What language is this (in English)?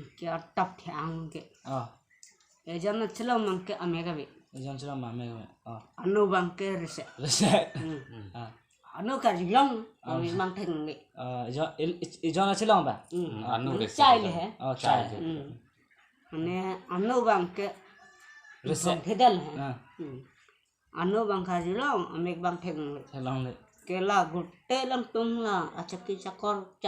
Karbi